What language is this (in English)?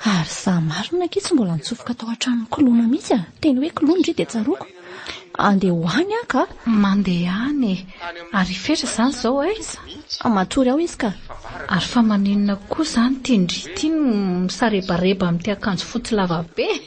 Malagasy